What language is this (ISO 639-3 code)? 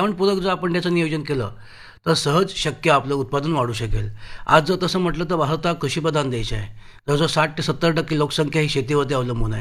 mar